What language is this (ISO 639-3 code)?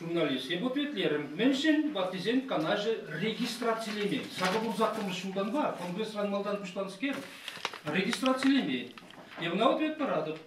chv